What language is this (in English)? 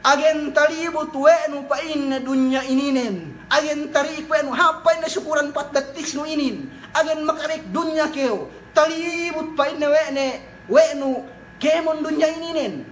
Yakan